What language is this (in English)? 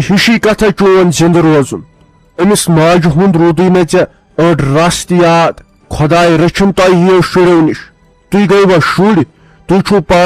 Kashmiri